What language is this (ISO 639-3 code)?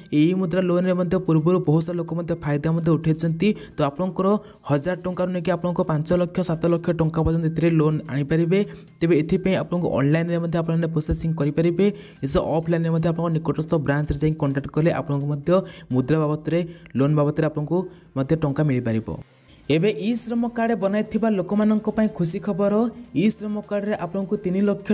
ori